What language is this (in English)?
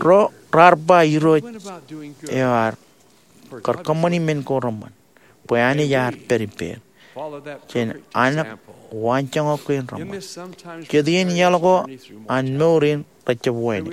Marshallese